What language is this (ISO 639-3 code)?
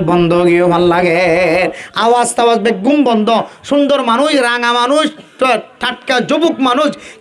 rhg